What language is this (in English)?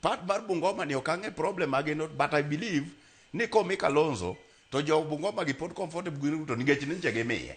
Luo (Kenya and Tanzania)